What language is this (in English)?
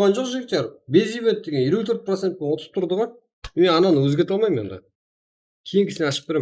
Kara-Kalpak